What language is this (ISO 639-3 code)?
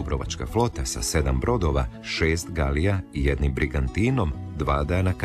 hrv